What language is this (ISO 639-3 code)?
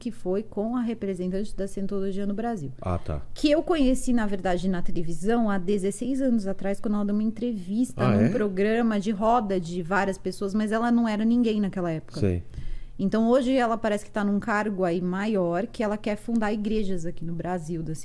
por